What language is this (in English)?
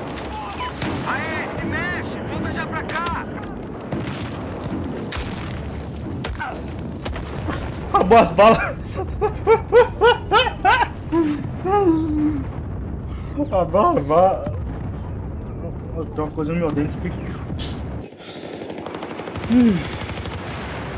Portuguese